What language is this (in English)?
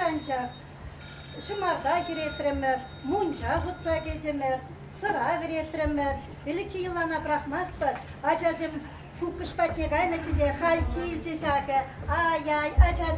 Chuvash